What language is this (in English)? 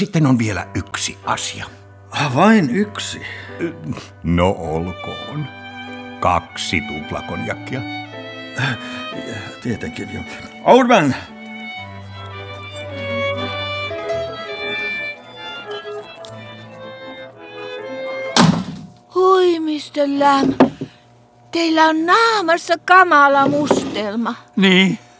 Finnish